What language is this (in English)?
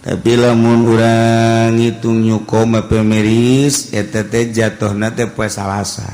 Sundanese